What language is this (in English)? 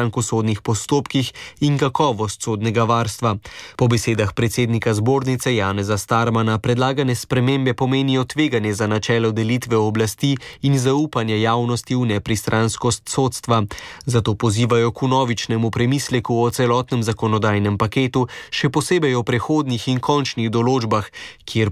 Slovenian